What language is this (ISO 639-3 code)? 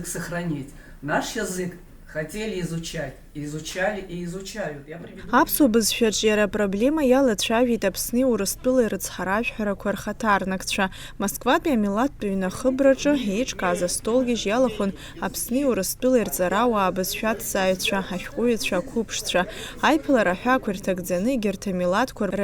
abk